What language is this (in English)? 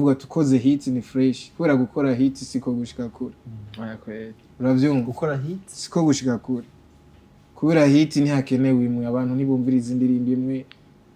Rundi